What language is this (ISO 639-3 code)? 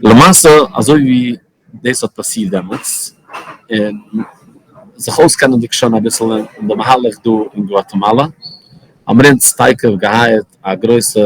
yid